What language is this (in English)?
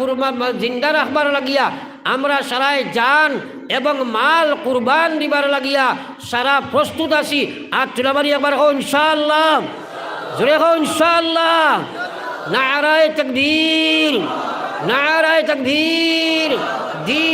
Sylheti